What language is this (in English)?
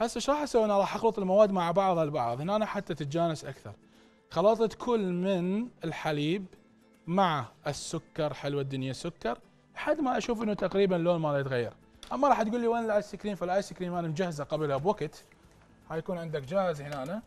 Mesopotamian Arabic